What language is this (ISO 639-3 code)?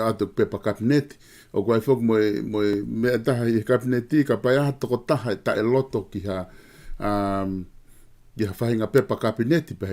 ton